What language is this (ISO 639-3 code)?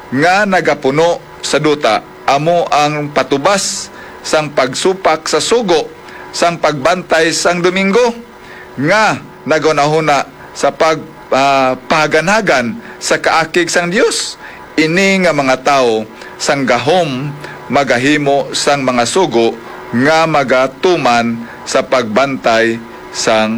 hil